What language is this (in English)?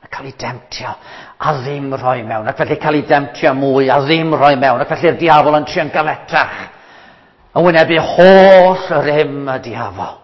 Welsh